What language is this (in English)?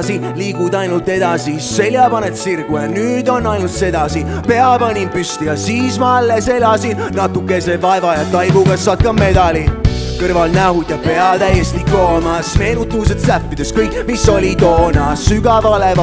Estonian